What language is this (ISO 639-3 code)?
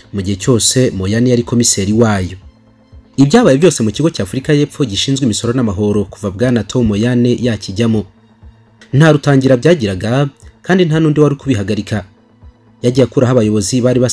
kin